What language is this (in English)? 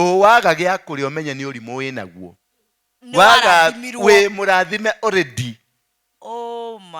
Kikuyu